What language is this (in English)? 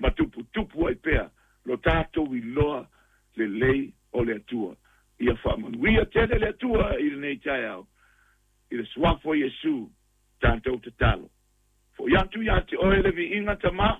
Samoan